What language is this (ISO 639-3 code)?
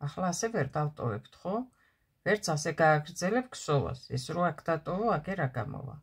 kat